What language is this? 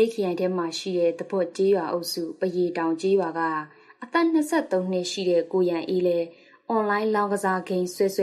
Burmese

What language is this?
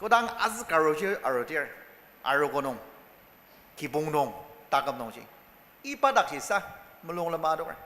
Ao Naga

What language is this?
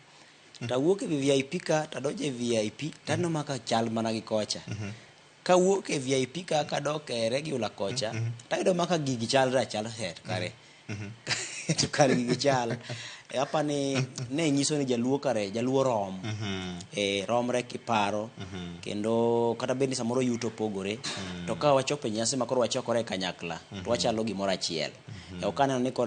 Luo (Kenya and Tanzania)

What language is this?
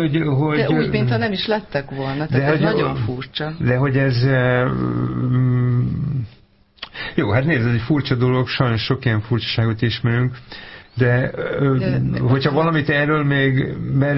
Hungarian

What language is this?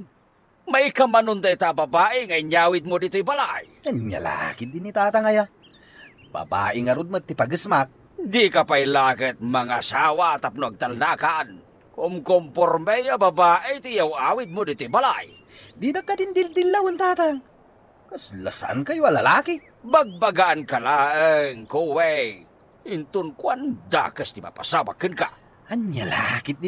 Iloko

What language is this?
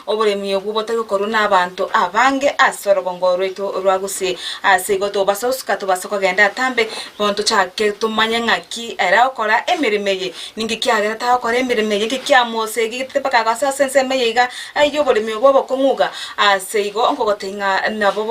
Gusii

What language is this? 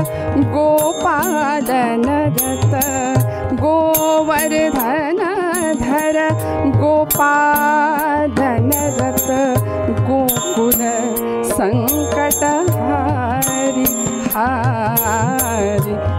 Marathi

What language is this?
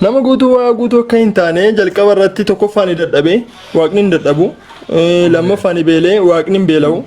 Oromo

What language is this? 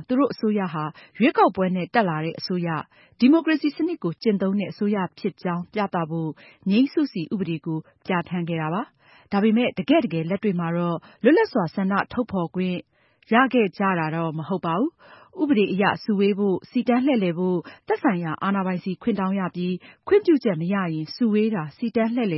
Burmese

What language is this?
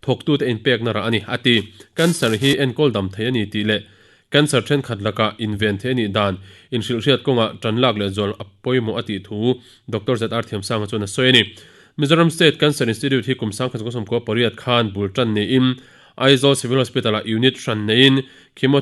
Mizo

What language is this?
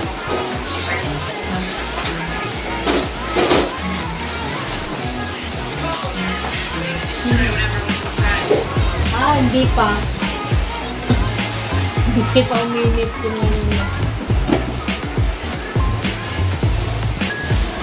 Filipino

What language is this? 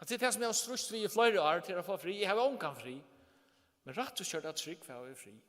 Faroese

